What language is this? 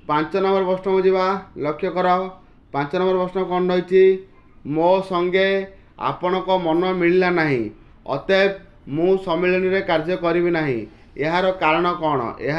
Odia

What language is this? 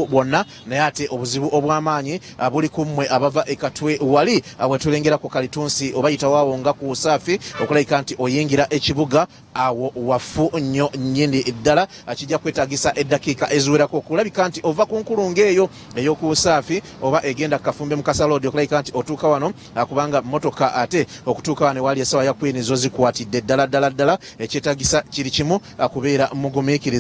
Ganda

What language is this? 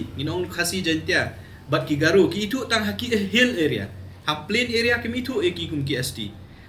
Khasi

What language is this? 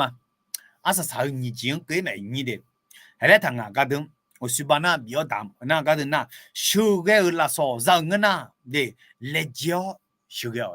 Akha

